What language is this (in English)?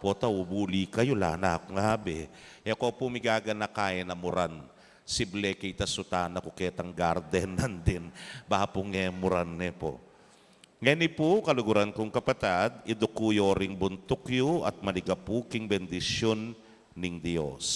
Pampanga